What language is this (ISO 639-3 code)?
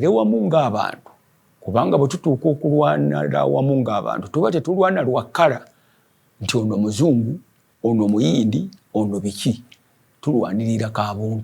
lug